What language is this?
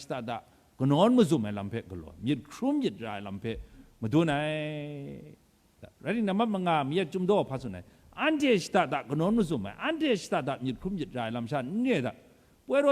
Kachin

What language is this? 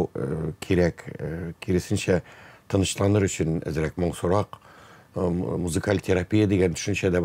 Tatar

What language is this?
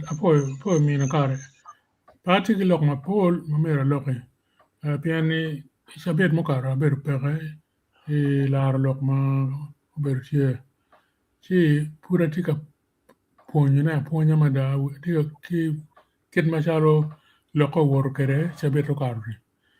Acoli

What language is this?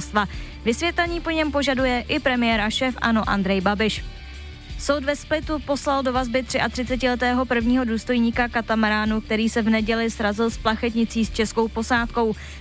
Czech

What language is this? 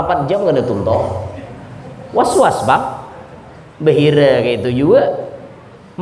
Banjar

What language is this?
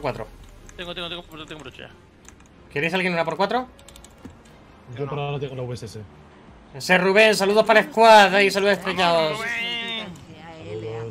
Spanish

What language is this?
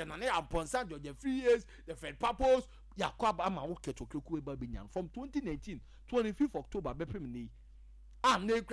Akan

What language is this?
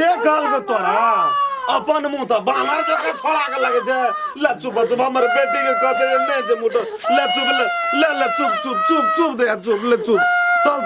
Maithili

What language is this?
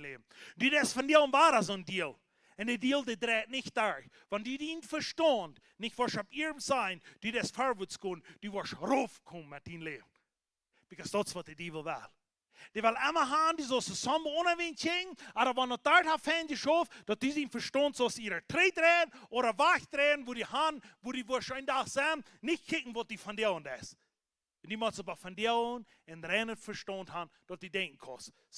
Plautdietsch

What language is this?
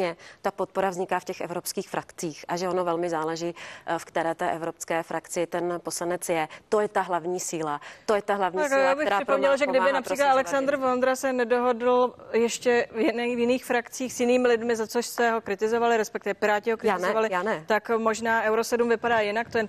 Czech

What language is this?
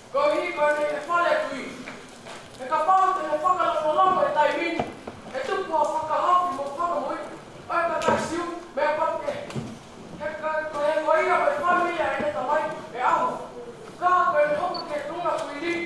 Tongan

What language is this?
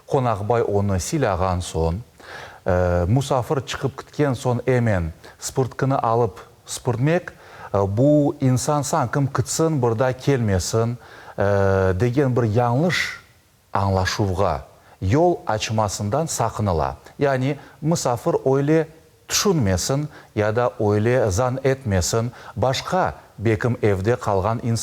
Crimean Tatar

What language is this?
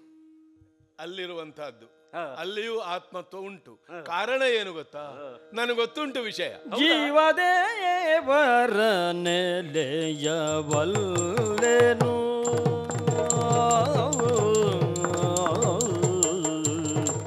Kannada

